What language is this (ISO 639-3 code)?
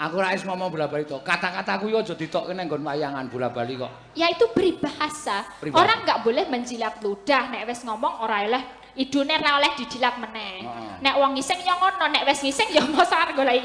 jav